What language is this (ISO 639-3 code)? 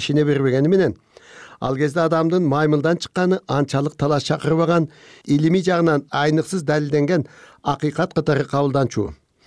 kir